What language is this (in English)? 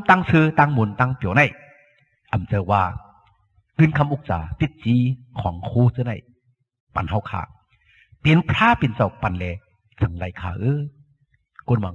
Shan